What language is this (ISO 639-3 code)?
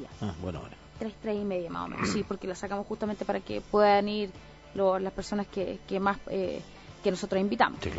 spa